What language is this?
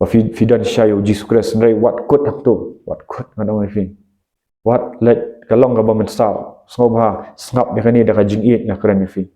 Khasi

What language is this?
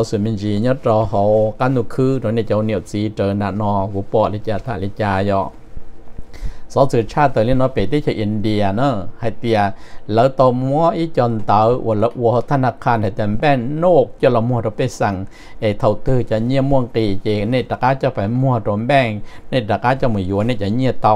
Vietnamese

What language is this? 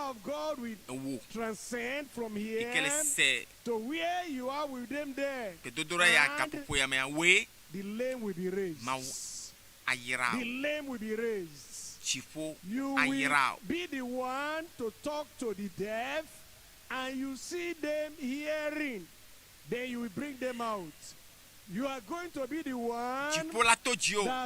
Ewe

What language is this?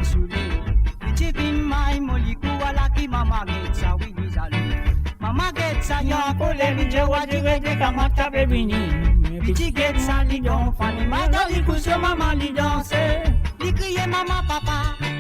Morisyen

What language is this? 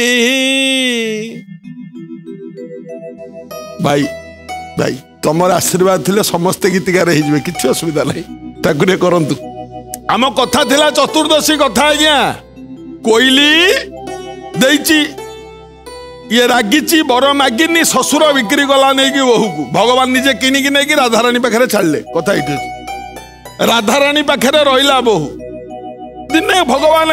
Odia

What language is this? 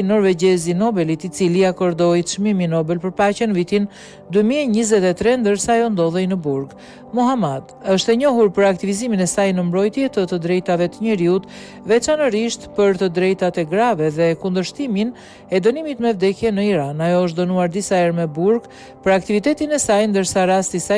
Albanian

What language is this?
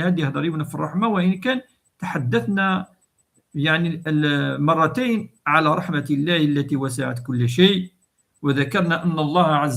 Kabyle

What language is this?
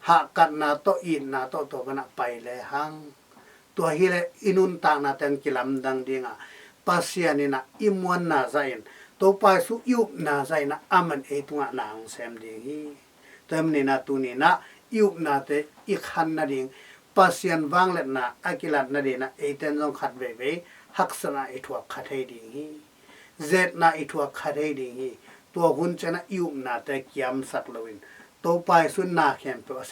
Tedim Chin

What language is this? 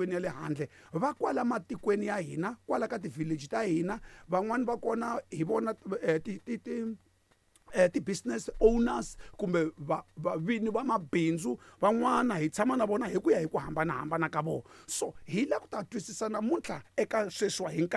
Tsonga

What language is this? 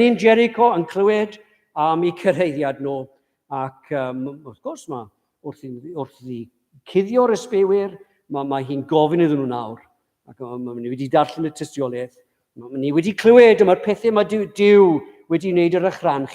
Welsh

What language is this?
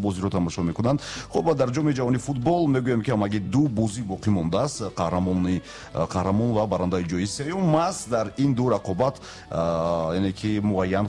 Tajik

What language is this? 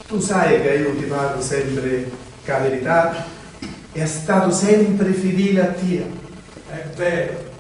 Sicilian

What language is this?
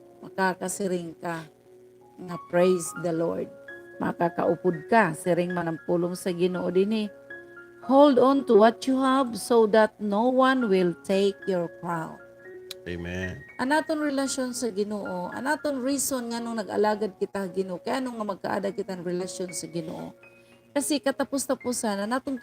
Waray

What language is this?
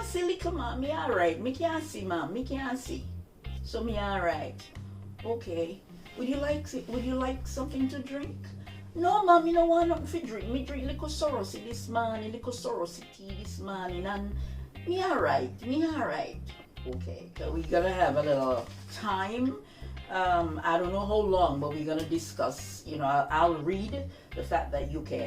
Jamaican Creole English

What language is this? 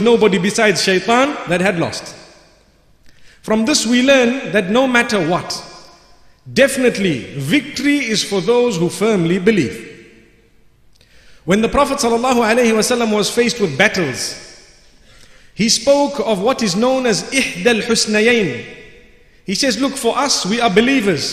English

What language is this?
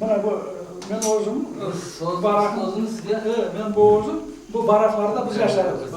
Crimean Tatar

